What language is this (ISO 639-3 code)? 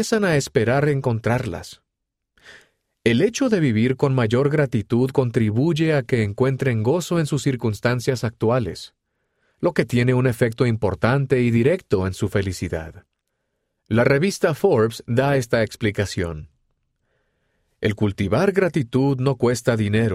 spa